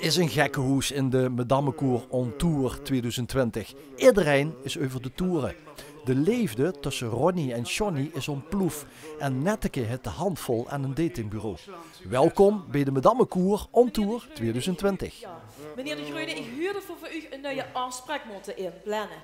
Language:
Limburgish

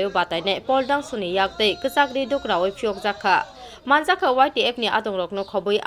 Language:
Kok Borok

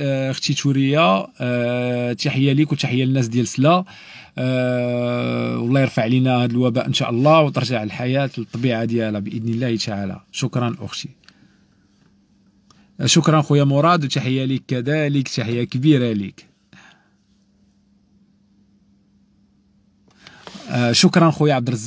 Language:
Moroccan Arabic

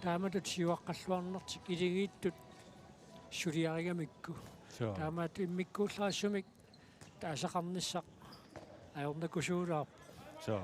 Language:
Kalaallisut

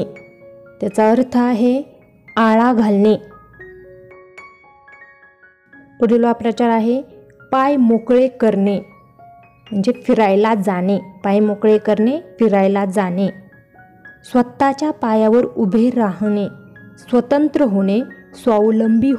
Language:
Marathi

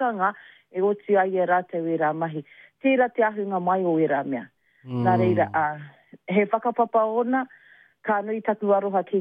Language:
Māori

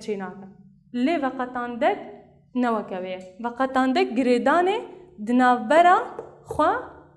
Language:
Kurdish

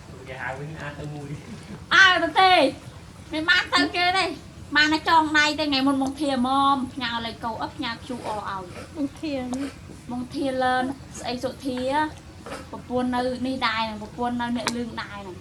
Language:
Khmer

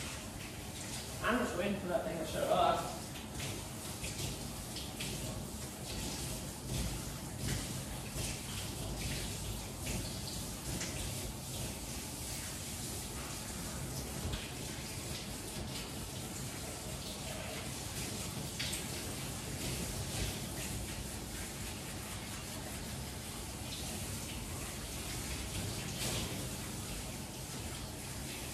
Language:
English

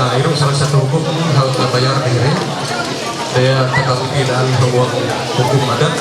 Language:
Ma'anyan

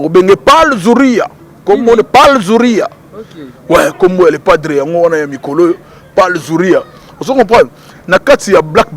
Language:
Lingala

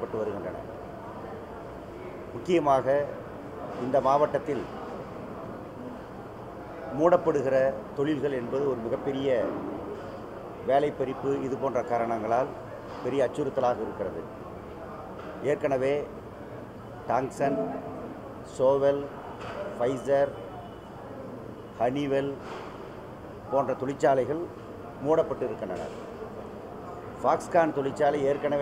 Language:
Tamil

